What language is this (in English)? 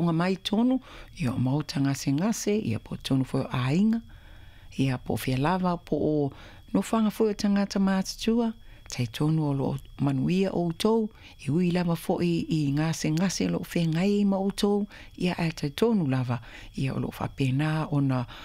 Samoan